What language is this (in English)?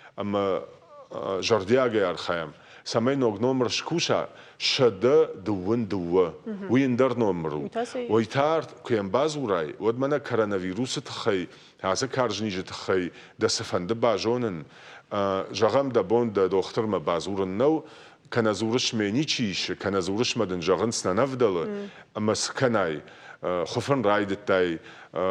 Ossetic